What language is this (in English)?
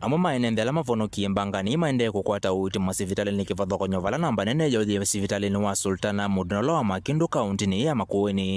Kamba